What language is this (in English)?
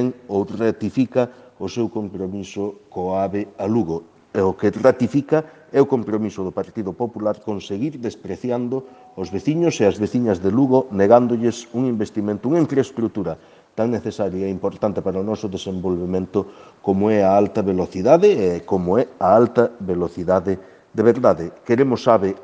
Galician